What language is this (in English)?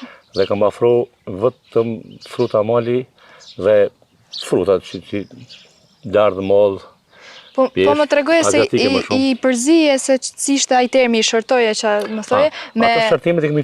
Albanian